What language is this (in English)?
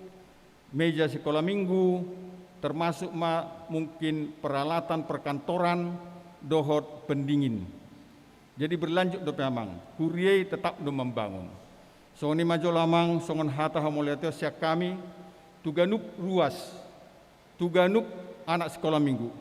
Batak Toba